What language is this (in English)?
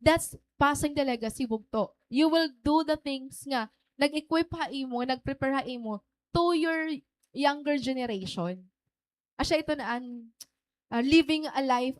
Waray